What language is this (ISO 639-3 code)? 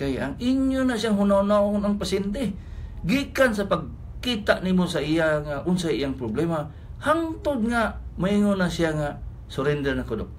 ceb